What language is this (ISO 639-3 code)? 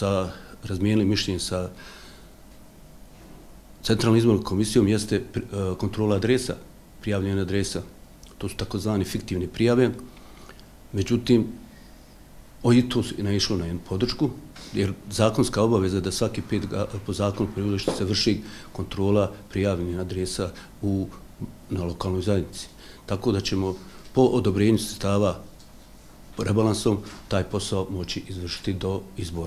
bos